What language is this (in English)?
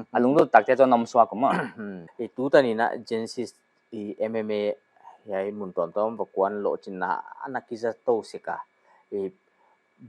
Paite Chin